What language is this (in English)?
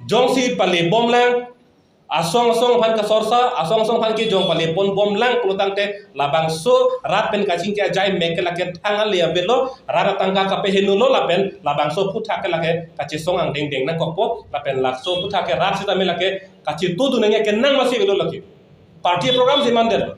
Karbi